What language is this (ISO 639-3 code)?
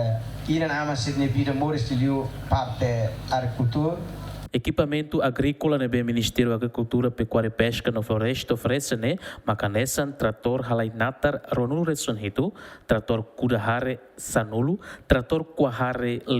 tet